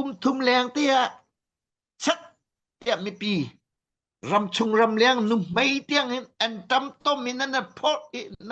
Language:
Hakha Chin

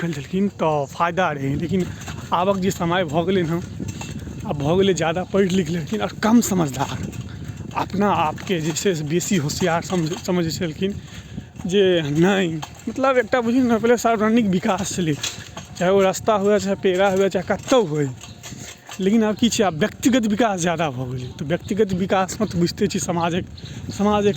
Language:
Maithili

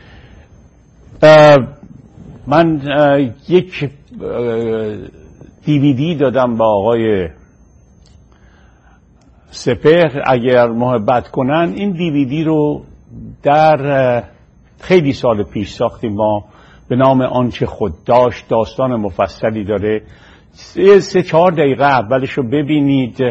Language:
Persian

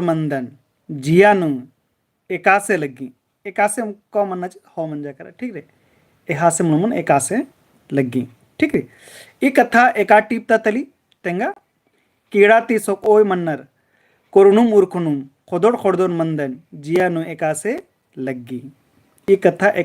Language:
Kurukh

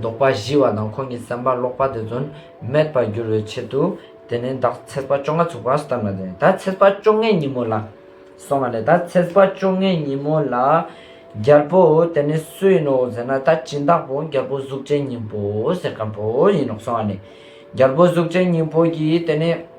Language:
Ladakhi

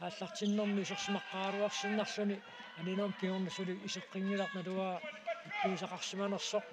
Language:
Kalaallisut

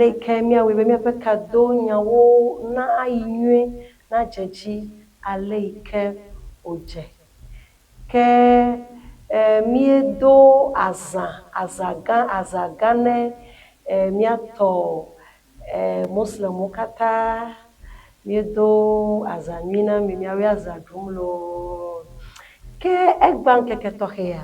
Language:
Ewe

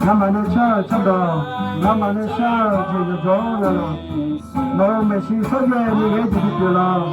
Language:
Akha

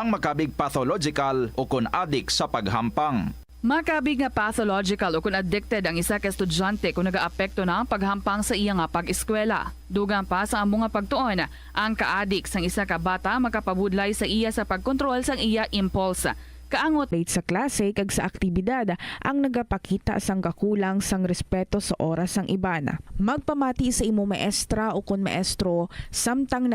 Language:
Hiligaynon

